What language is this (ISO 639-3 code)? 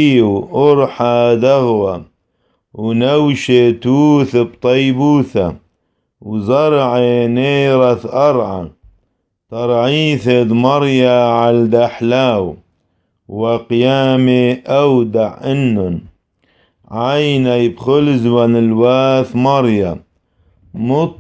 syc